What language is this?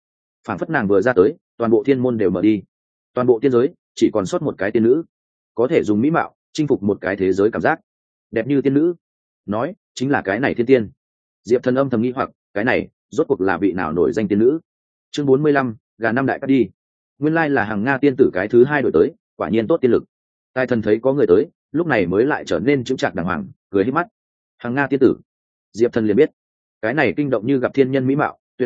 Vietnamese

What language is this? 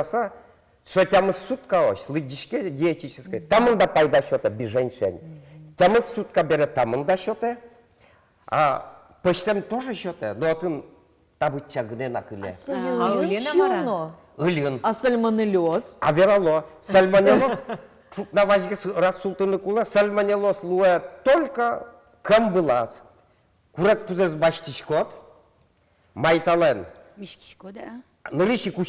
Udmurt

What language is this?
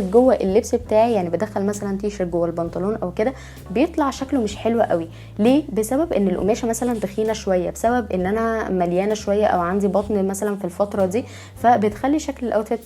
Egyptian Arabic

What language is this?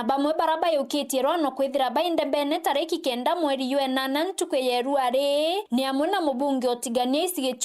Meru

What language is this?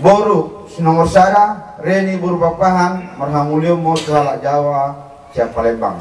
Batak Toba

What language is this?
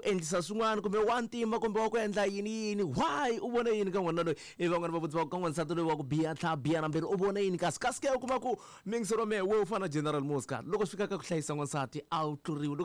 Tsonga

